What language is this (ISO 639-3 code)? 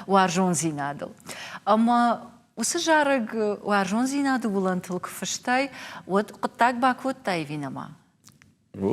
oss